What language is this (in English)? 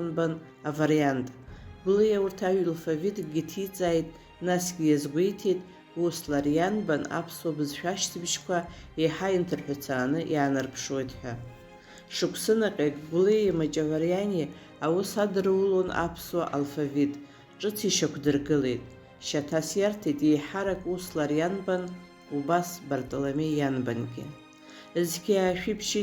Abkhazian